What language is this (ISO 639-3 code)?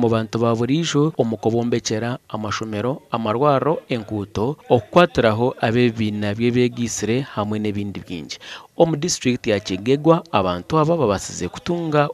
nyn